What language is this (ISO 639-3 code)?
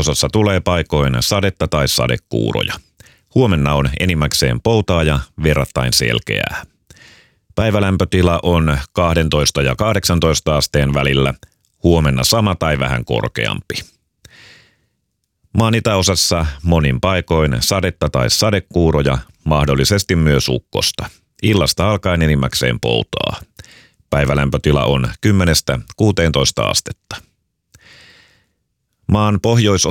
fin